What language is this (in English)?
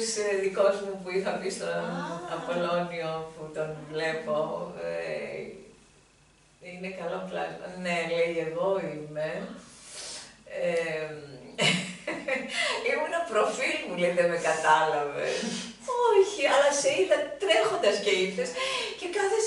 Greek